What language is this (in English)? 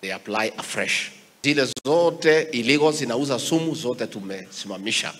Kikuyu